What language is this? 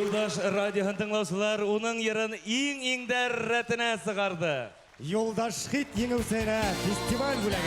Bashkir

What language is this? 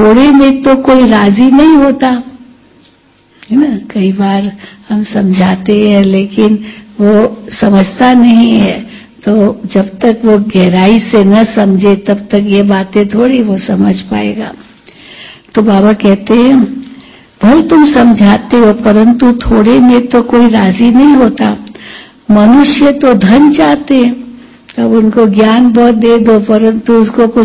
Hindi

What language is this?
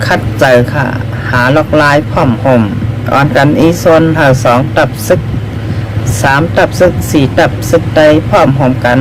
Shan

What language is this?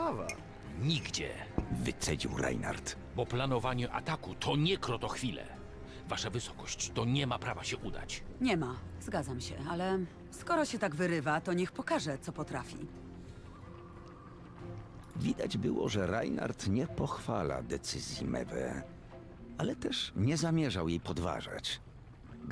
Polish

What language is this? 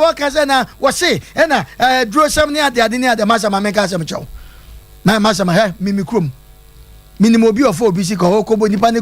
Akan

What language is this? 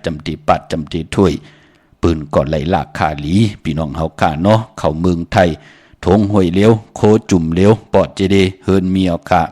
Shan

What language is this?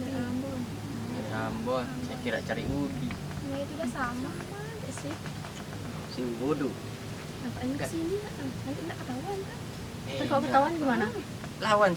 Sasak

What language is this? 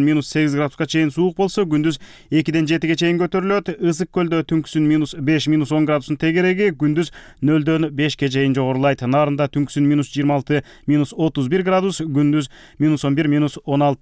Kyrgyz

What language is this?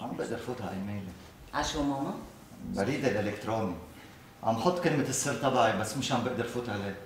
North Levantine Arabic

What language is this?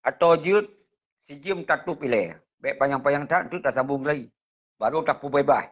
Achinese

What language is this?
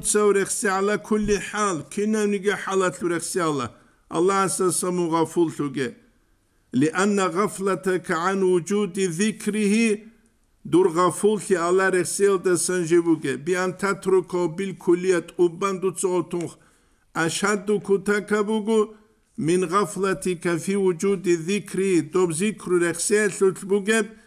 Avaric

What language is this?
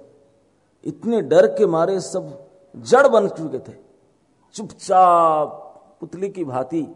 Hindi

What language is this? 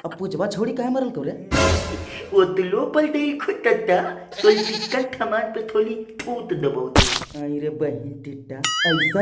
Magahi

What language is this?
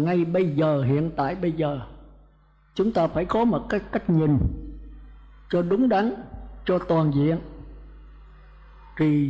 Vietnamese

